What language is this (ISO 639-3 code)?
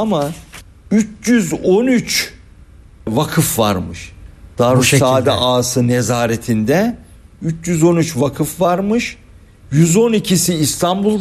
tur